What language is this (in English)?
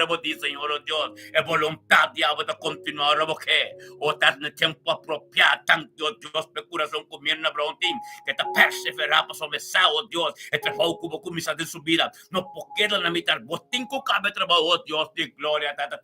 Papiamento